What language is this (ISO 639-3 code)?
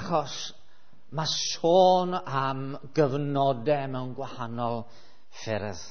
cym